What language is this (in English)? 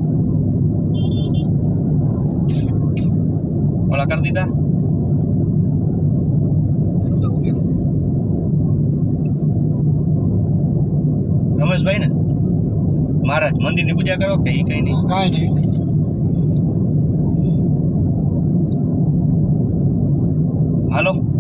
Gujarati